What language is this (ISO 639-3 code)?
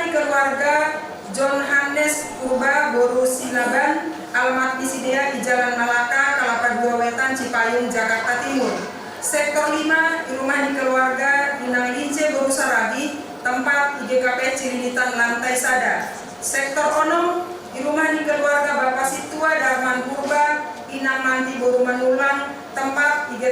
bts